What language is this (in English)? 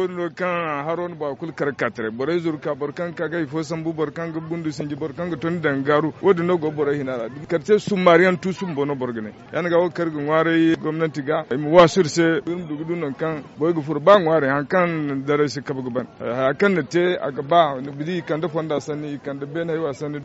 Zarma